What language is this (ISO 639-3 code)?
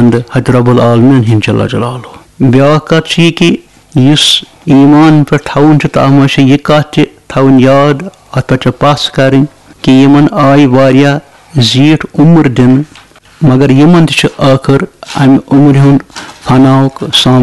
kas